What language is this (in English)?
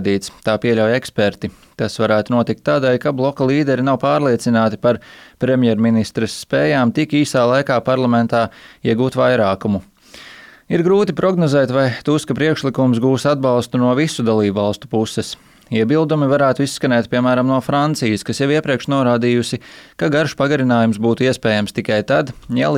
Latvian